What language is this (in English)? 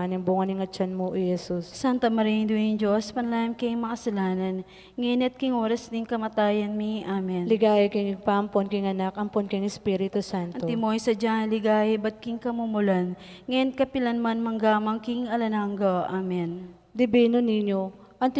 Pampanga